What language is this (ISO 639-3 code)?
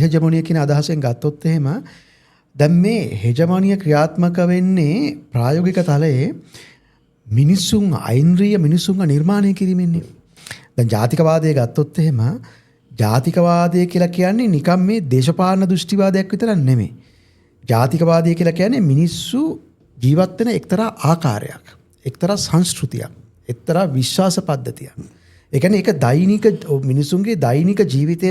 sin